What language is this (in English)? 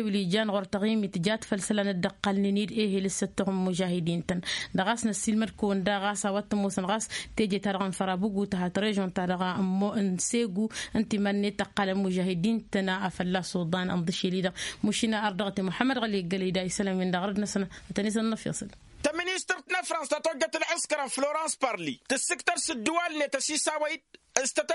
Tamasheq